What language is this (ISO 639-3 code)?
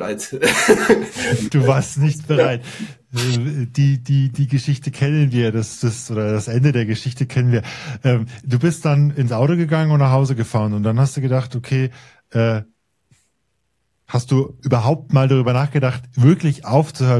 deu